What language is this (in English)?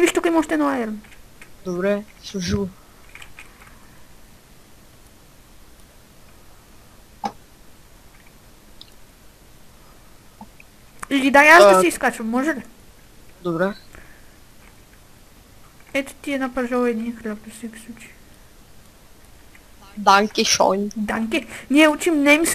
Bulgarian